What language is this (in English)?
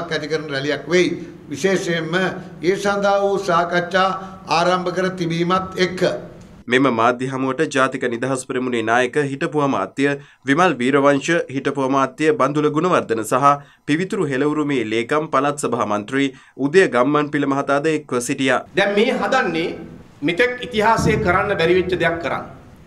Sinhala